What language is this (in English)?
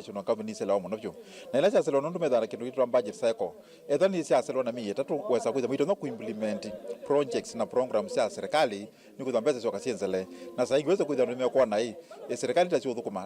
Kamba